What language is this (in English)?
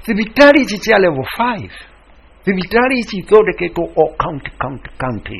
Kikuyu